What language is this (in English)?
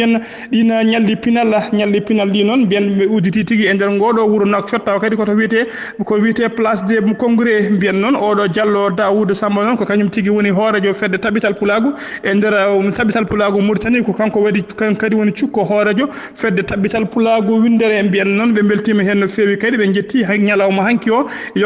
Fula